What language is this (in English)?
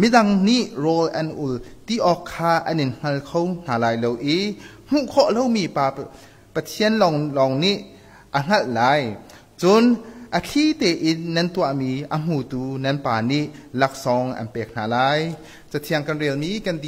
Hakha Chin